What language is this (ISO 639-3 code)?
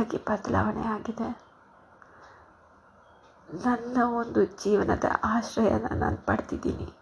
kan